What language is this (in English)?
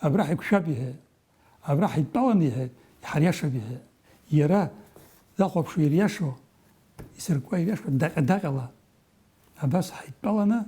Abkhazian